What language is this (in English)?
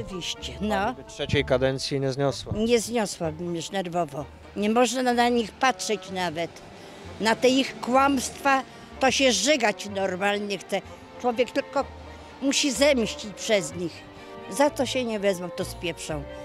Polish